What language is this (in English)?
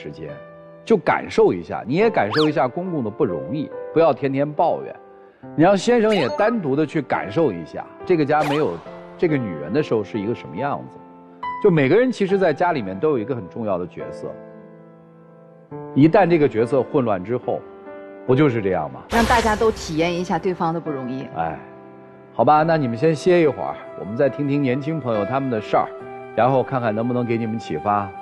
Chinese